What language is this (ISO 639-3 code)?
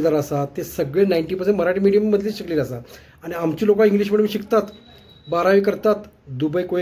kok